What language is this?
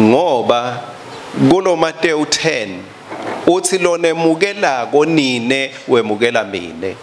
Swati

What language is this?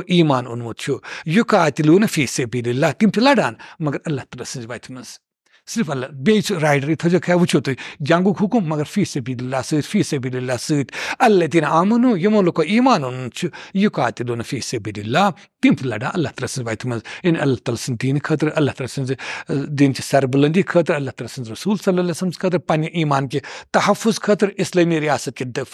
Kashmiri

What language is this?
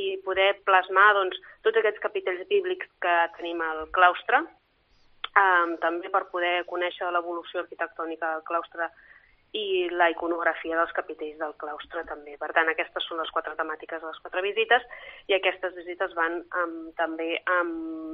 Catalan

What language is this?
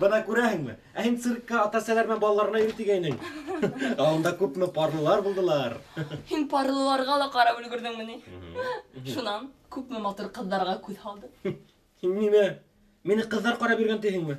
Bashkir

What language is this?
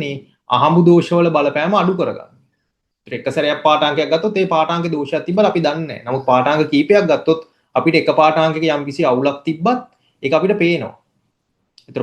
Sinhala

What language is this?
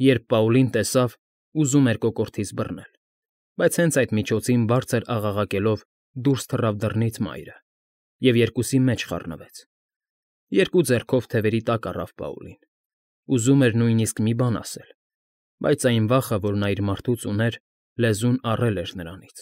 Armenian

